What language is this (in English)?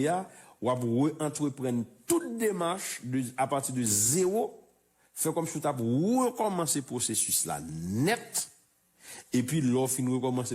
Haitian Creole